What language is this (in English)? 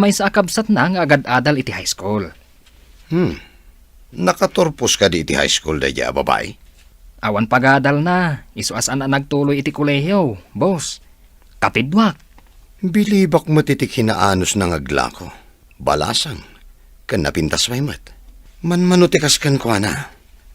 Iloko